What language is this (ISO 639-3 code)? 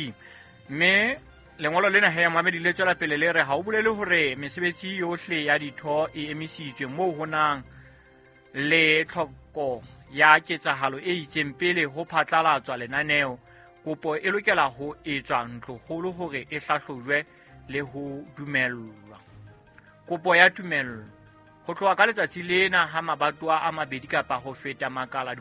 sot